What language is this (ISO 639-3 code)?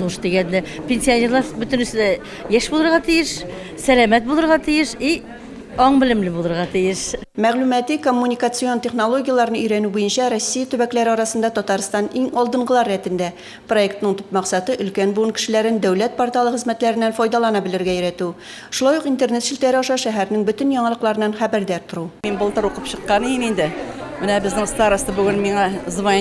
tat